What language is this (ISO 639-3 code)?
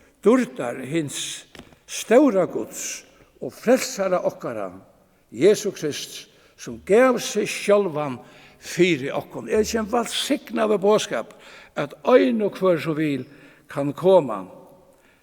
fao